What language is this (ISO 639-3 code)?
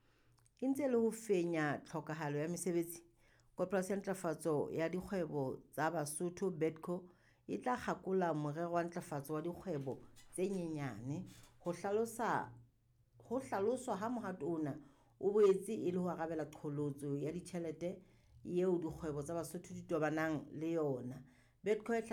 sot